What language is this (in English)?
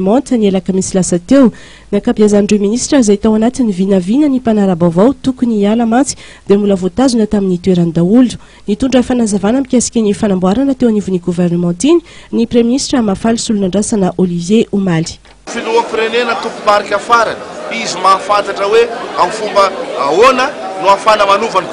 Malagasy